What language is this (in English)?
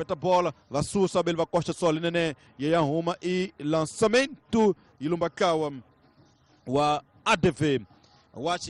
Tsonga